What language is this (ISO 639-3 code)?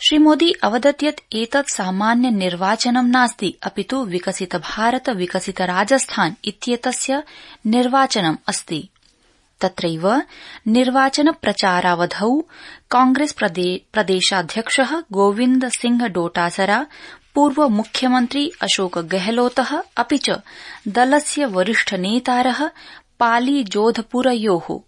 san